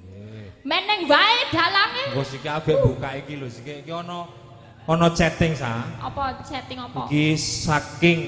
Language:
Javanese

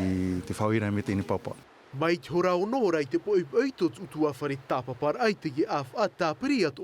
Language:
Tahitian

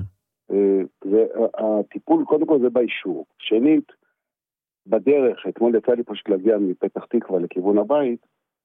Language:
Hebrew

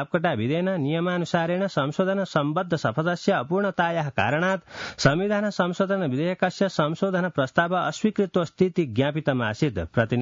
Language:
Sanskrit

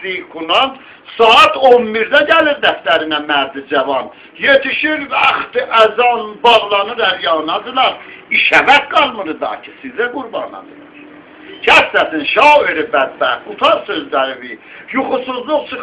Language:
South Azerbaijani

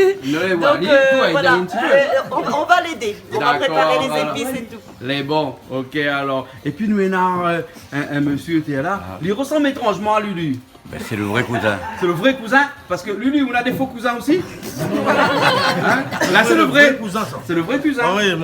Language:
Réunion Creole French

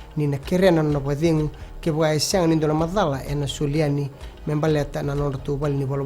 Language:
Fijian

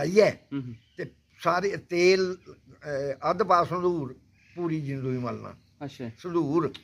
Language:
Dogri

